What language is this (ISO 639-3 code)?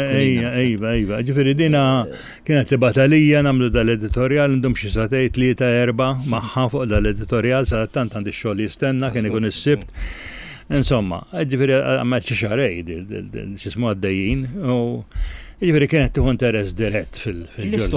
mlt